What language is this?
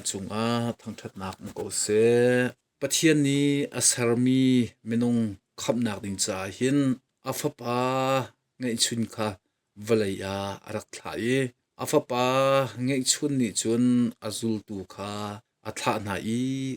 Hakha Chin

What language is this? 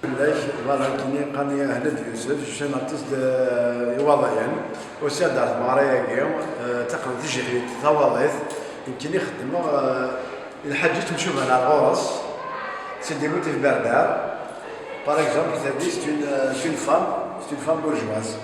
Kabyle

